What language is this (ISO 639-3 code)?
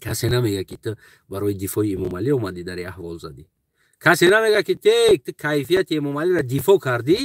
tgk